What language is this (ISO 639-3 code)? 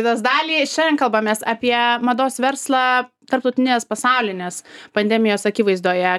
lit